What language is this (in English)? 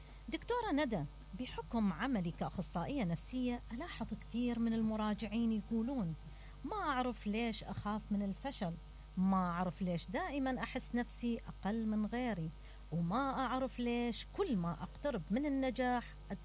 Mesopotamian Arabic